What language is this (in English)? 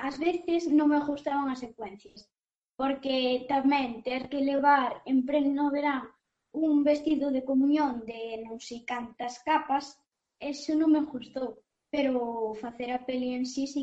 Galician